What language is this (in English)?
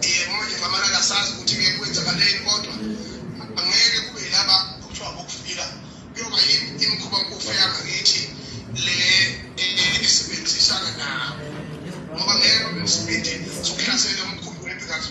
Zulu